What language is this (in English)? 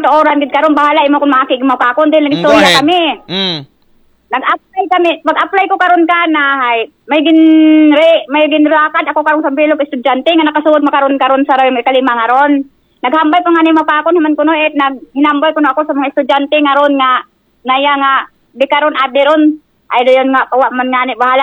Aklanon